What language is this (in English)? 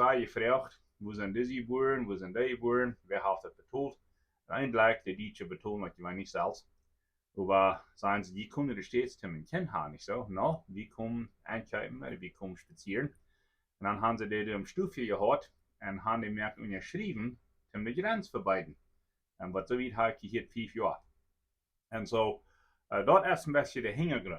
Plautdietsch